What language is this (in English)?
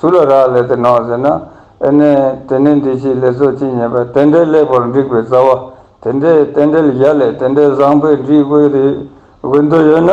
Ladakhi